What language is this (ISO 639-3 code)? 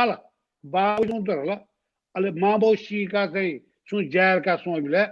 new